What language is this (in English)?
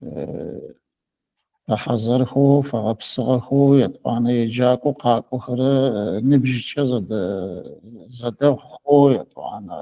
Adyghe